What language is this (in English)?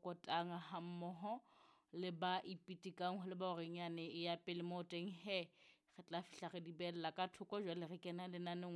Southern Sotho